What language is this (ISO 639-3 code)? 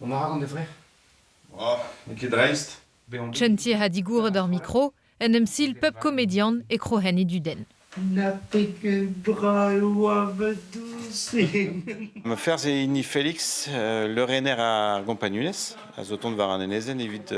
bre